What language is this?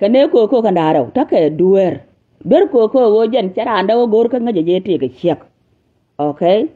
Nuer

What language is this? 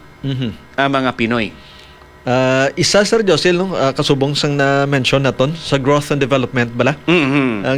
Hiligaynon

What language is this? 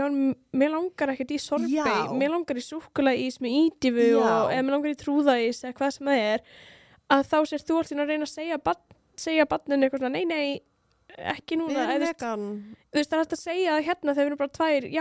Icelandic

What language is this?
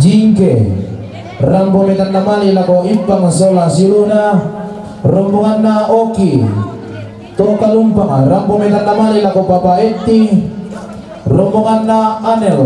Toraja-Sa'dan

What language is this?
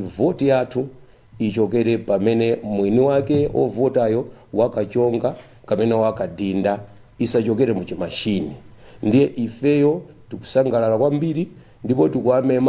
Nyanja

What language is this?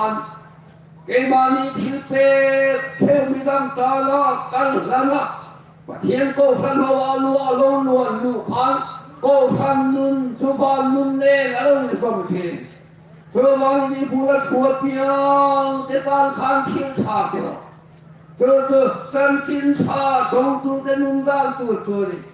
Hmar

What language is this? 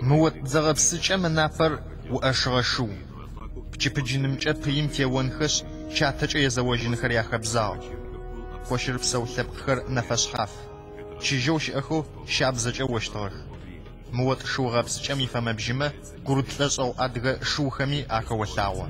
Adyghe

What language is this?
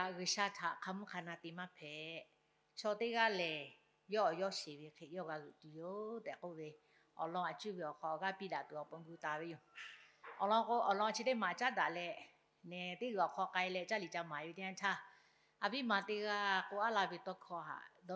Lahu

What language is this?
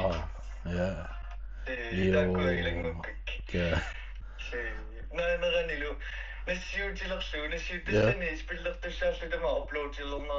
Kalaallisut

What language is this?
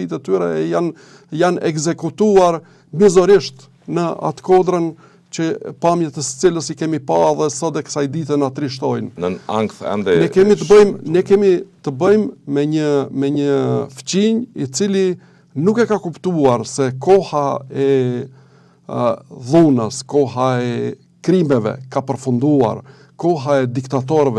Albanian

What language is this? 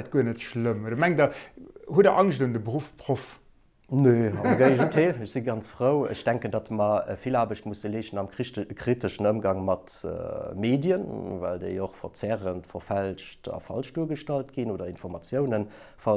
Luxembourgish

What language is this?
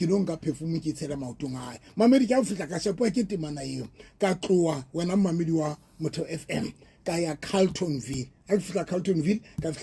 Southern Sotho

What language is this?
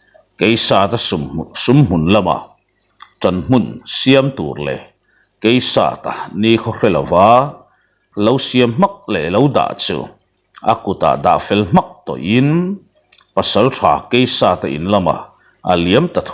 Mizo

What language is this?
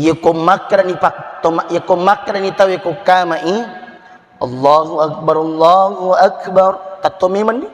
Buginese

